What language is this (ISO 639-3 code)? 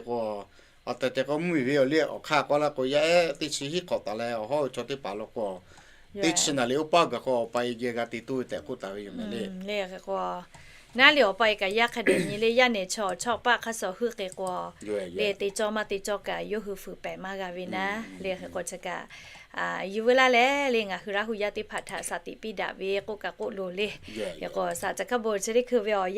lhu